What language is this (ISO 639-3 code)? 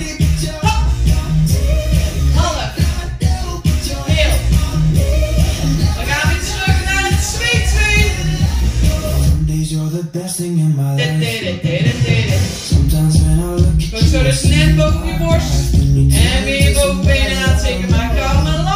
nld